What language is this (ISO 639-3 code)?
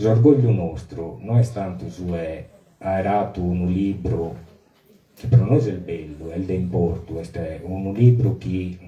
srd